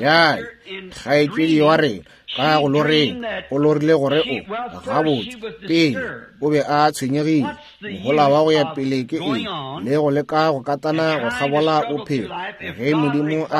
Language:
Northern Sotho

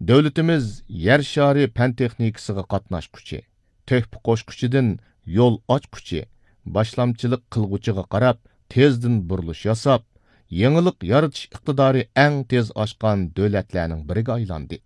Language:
Uyghur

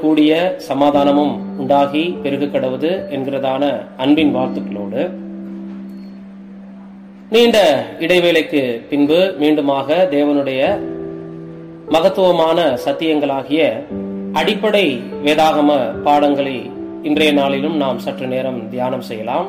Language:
Tamil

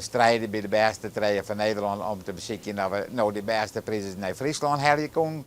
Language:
Western Frisian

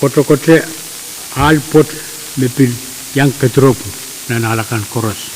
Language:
Pohnpeian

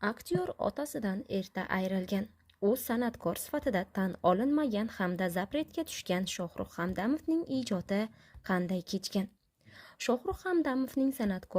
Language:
Uzbek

